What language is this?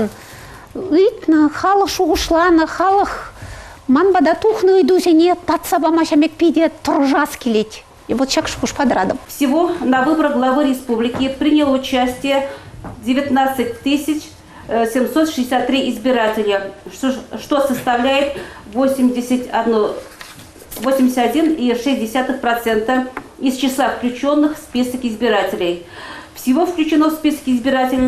Chuvash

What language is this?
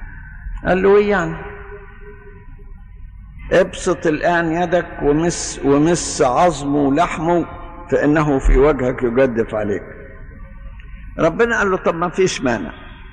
Egyptian Arabic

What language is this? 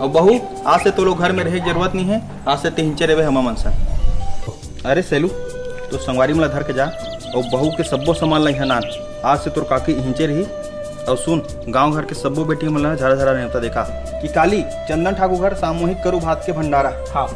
Chhattisgarhi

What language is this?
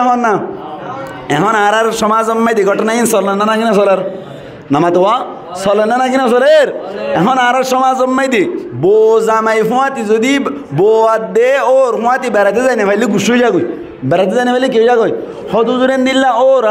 Rohingya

